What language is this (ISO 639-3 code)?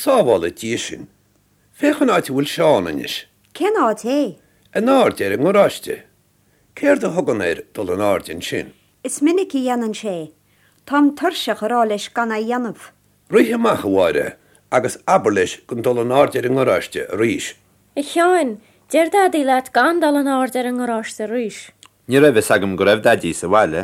gle